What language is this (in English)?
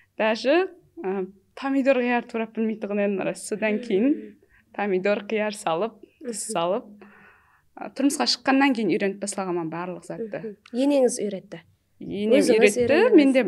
Kara-Kalpak